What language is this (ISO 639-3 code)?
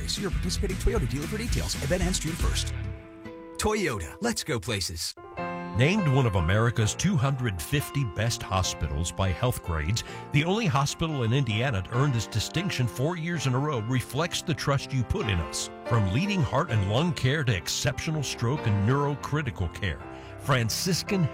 eng